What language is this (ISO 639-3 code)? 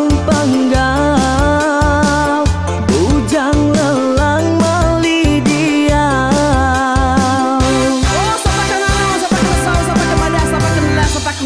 iba